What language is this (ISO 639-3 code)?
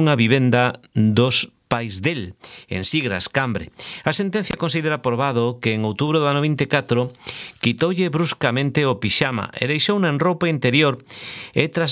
glg